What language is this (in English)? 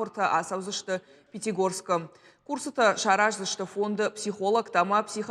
Ossetic